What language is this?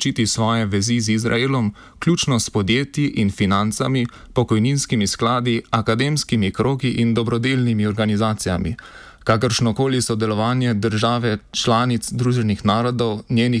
Slovenian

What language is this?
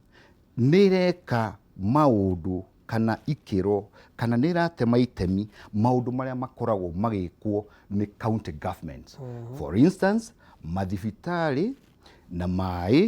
Kikuyu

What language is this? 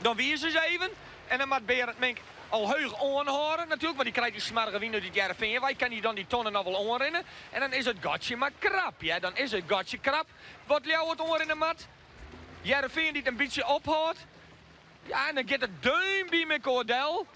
Western Frisian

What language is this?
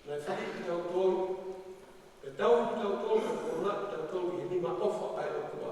Tongan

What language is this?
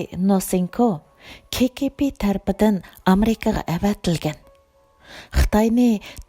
Uyghur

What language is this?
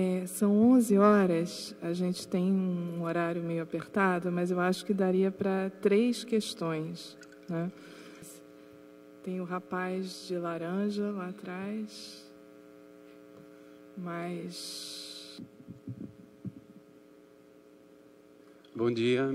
Portuguese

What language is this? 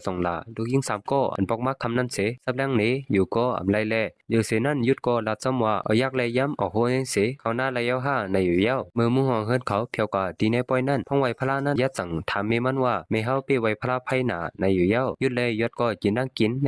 Shan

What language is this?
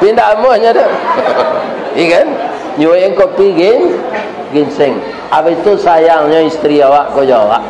Minangkabau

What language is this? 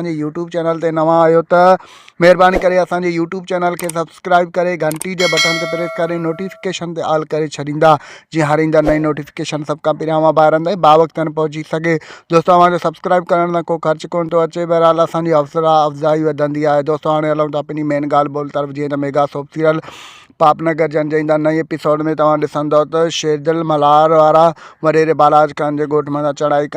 Sindhi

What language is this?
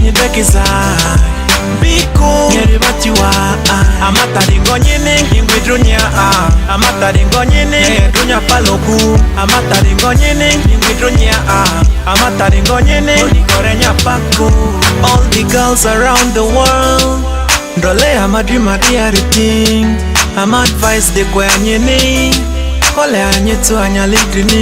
Ma'di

